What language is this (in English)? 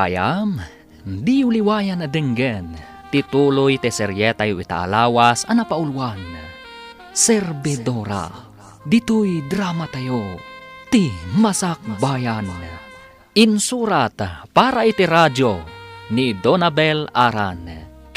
Iloko